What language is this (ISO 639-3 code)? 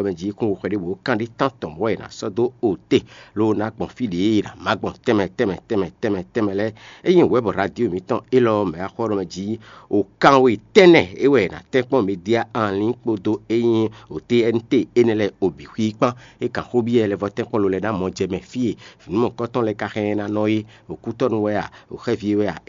fon